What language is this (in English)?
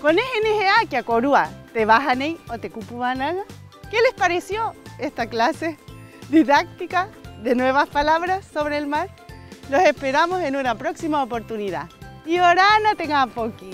Rapanui